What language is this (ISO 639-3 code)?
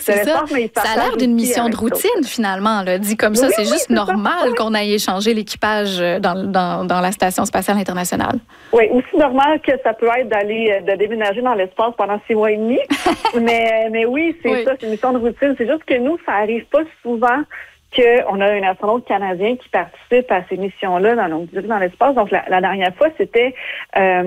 fra